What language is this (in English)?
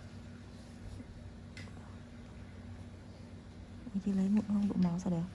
Vietnamese